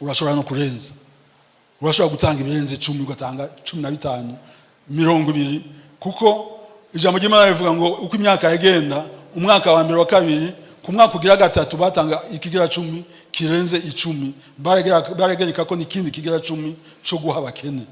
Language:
Rundi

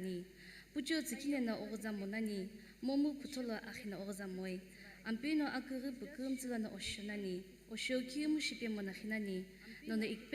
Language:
Sumi Naga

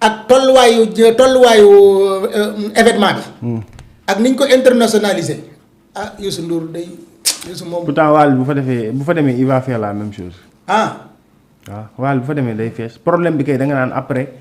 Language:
Wolof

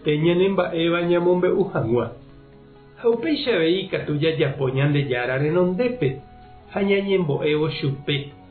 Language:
Guarani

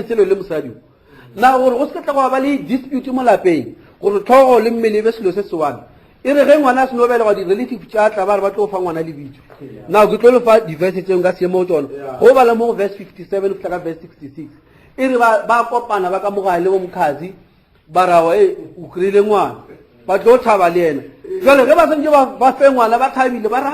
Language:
Northern Sotho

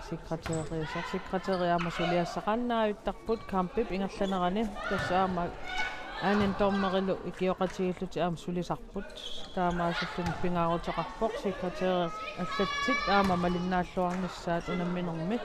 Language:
Kalaallisut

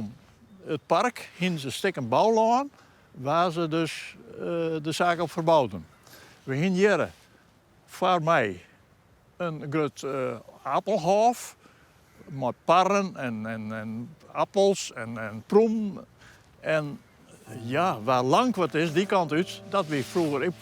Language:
Western Frisian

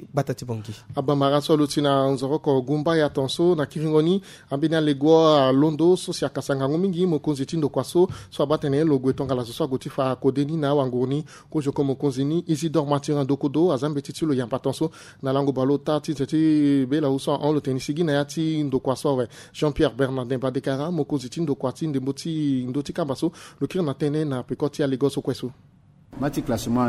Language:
Sango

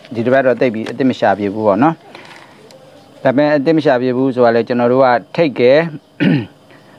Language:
Burmese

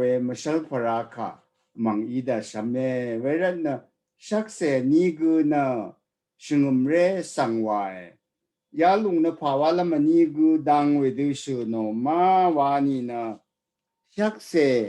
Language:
Rawang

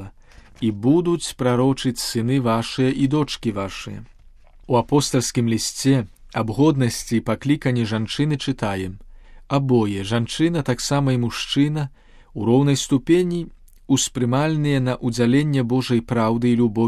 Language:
Belarusian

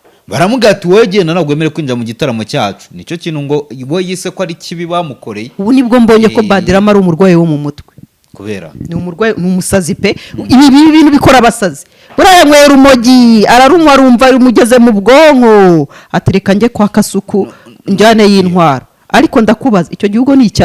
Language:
Kinyarwanda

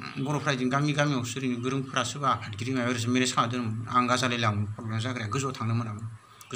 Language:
Bodo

